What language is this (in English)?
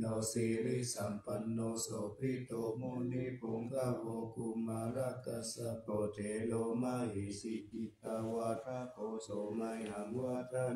Pali